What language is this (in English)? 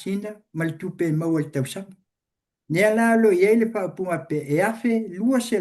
Samoan